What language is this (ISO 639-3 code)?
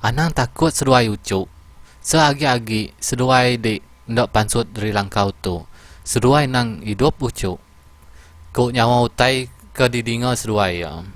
iba